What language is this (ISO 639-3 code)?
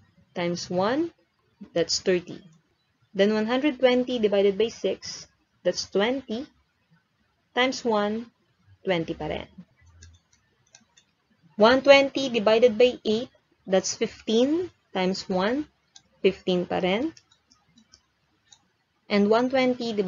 fil